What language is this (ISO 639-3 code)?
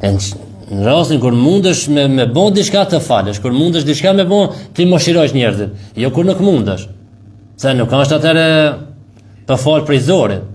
sqi